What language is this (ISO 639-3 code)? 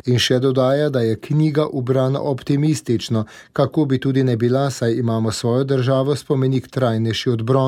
slv